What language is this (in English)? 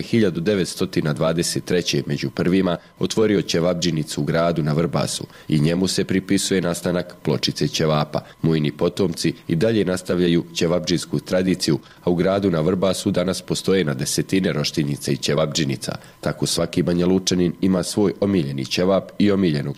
Bosnian